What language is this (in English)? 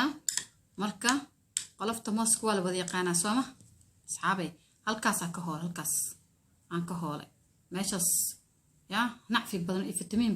Somali